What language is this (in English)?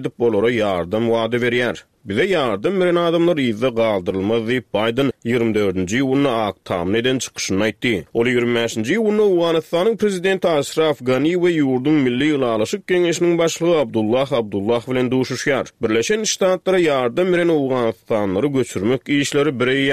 Turkmen